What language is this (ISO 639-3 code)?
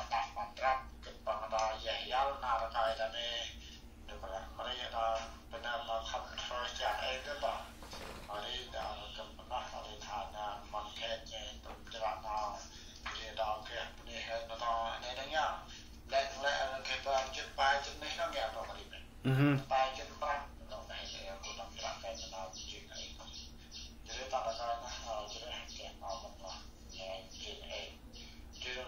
cmo